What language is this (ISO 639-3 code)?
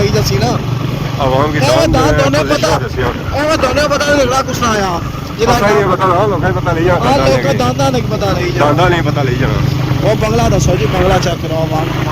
phr